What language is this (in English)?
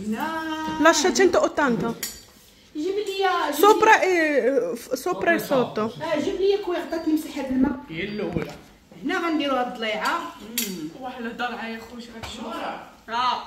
Moroccan Arabic